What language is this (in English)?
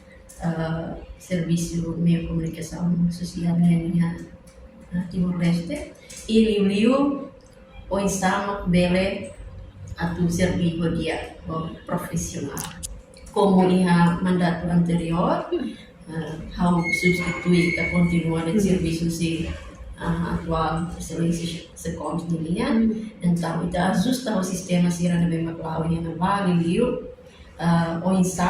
Tetum